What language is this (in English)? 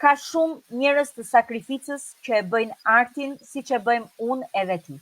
Albanian